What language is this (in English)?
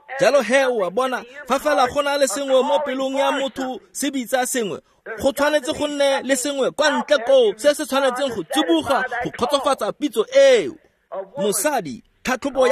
Tswana